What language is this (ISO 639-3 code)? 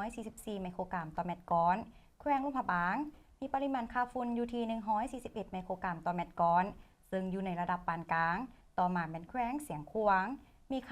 lao